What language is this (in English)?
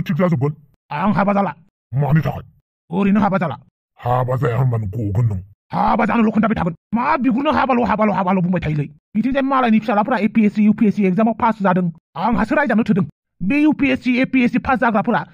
Bodo